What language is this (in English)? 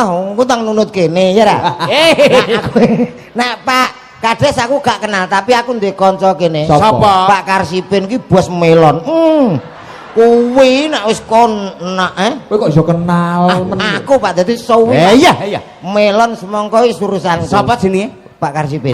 Javanese